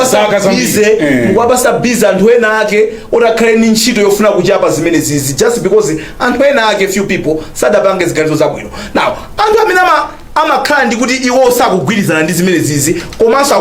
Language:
Nyanja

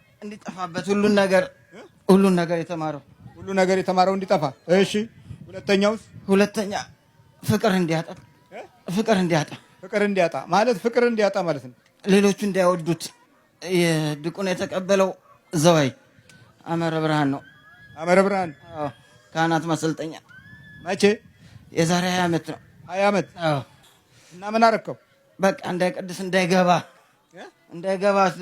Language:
Amharic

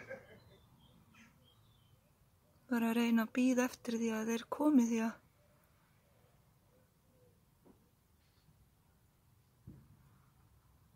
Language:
Icelandic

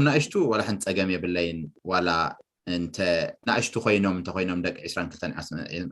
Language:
Tigrinya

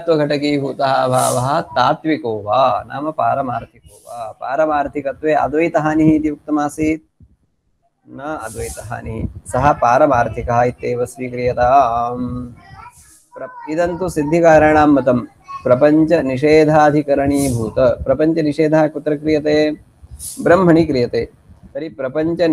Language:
Sanskrit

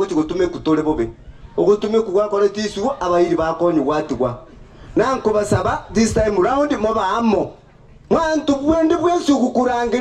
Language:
Gusii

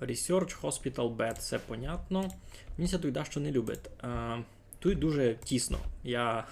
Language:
Rusyn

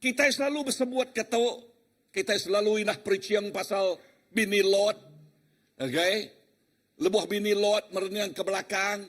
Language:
Iban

